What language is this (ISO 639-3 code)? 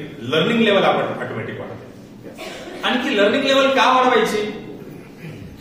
mar